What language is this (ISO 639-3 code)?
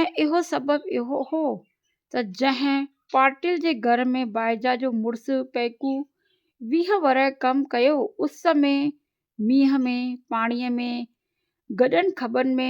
snd